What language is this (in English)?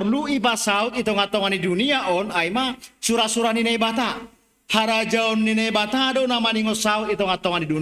Batak Simalungun